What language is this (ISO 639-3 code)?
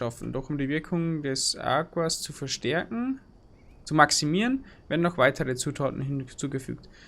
bar